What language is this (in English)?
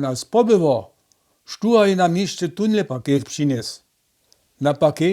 Upper Sorbian